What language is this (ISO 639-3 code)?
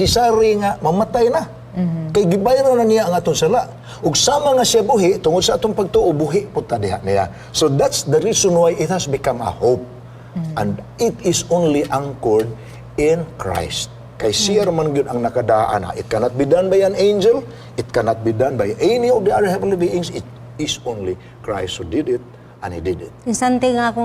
ceb